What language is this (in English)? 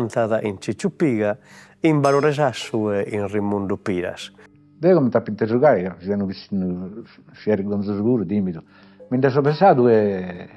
Sardinian